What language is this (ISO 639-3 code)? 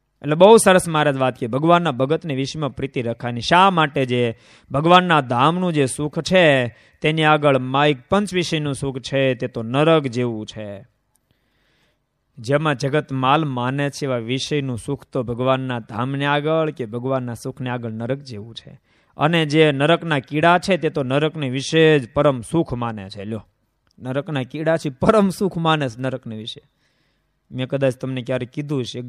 guj